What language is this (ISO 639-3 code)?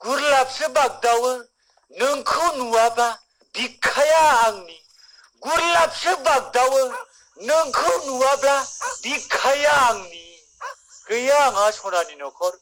brx